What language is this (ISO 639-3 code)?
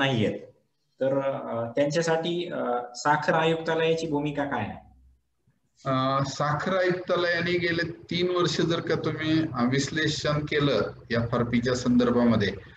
mar